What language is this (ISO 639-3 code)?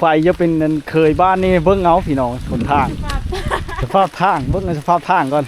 lao